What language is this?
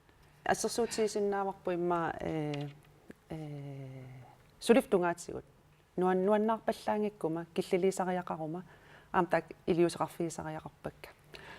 Kalaallisut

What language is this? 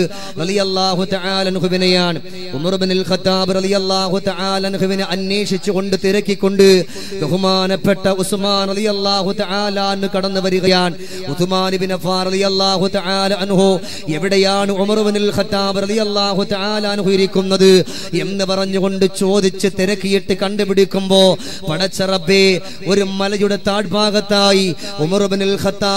Malayalam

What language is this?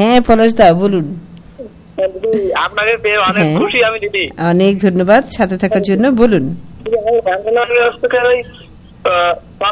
Bangla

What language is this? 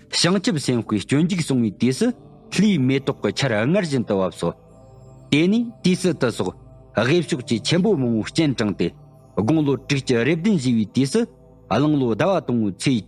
Tibetan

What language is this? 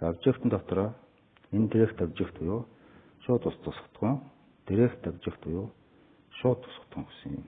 Mongolian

